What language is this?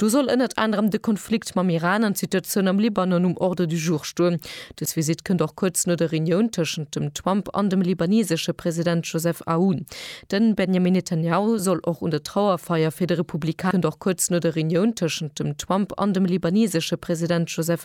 Luxembourgish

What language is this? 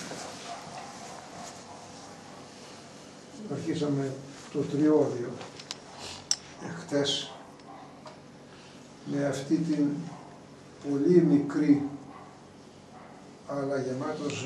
Greek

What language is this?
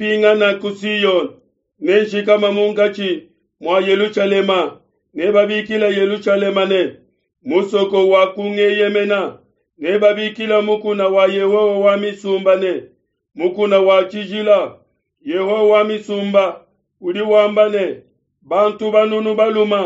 Luba-Lulua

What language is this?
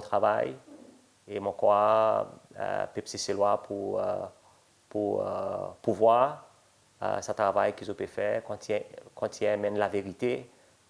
Seselwa Creole French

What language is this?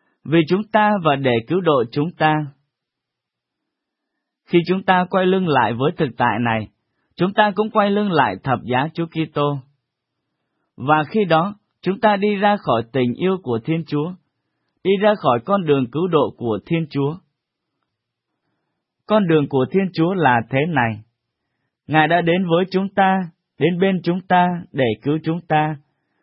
Vietnamese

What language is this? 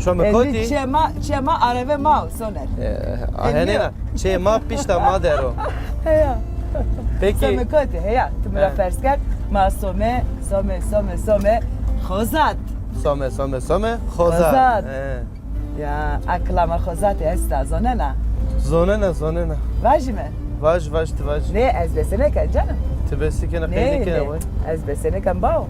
Zaza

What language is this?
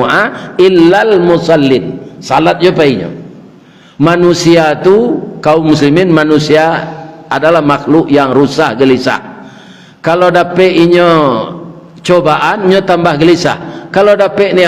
Minangkabau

